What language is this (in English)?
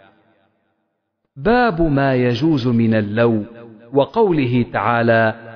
Arabic